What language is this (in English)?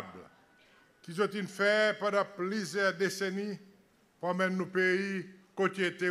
Seselwa Creole French